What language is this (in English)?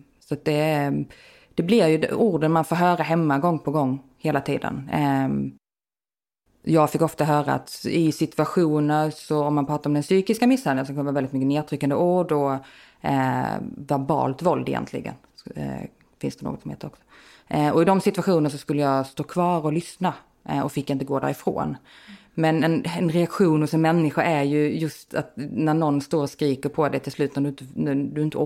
Swedish